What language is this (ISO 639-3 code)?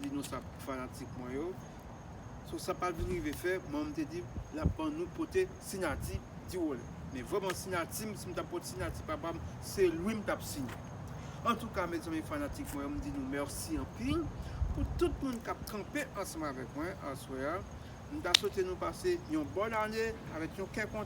hat